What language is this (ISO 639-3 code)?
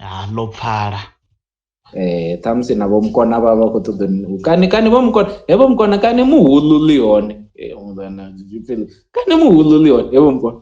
ven